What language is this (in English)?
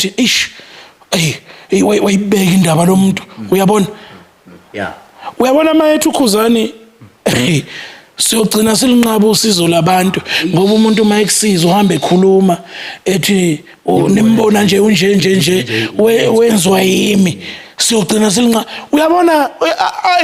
Zulu